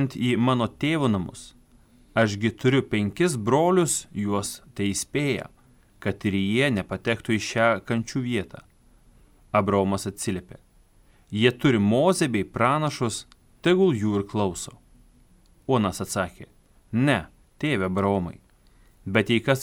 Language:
Lithuanian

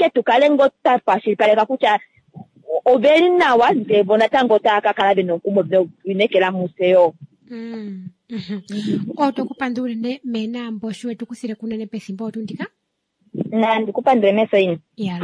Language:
Kuanyama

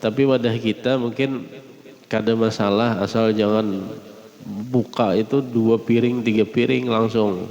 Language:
Banjar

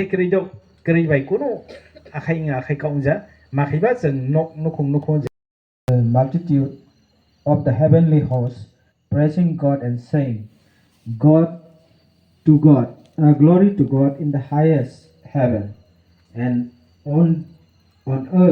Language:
Kok Borok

